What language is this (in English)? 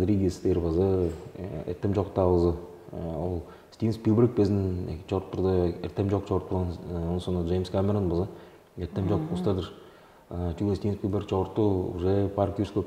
Tuvinian